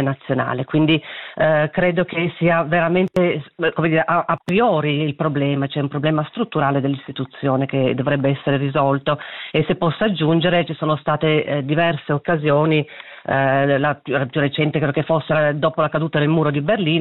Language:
Italian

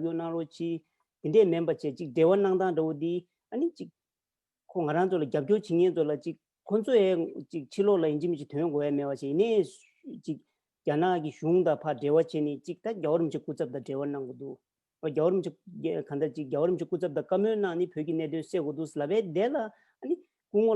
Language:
Tibetan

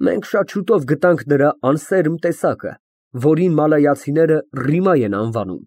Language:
Armenian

